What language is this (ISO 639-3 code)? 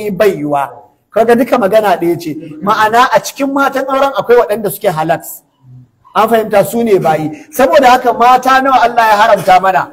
hau